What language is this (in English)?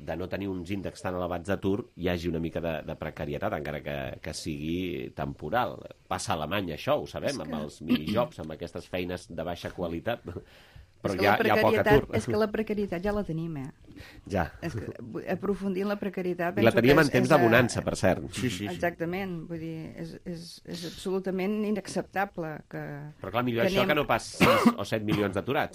Catalan